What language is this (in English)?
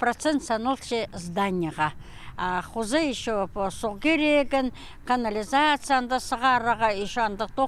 Khakas